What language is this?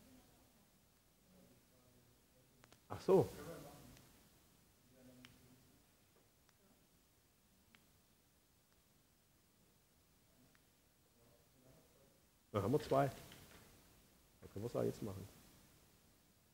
German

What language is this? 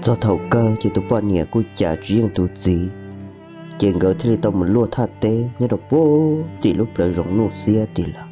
Hmong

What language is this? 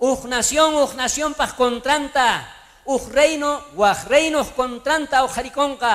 South Bolivian Quechua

